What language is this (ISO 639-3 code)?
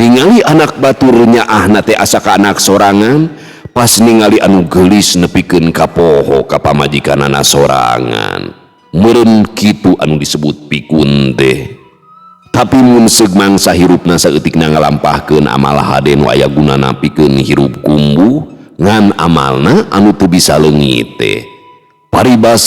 sun